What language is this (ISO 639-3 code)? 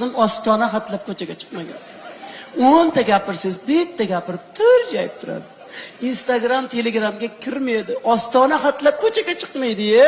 uzb